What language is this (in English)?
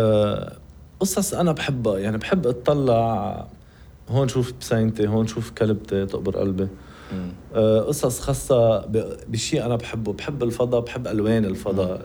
North Levantine Arabic